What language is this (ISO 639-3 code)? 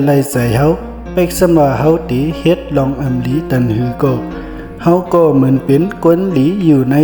shn